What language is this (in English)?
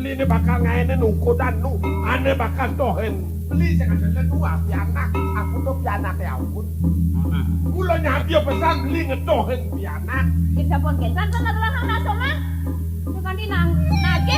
Balinese